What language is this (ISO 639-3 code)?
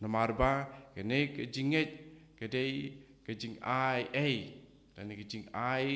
kha